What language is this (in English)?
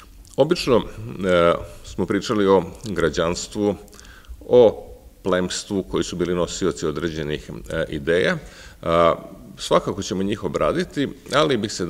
Serbian